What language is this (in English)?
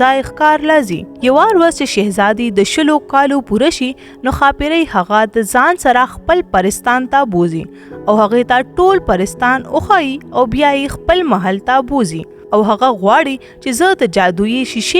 Pashto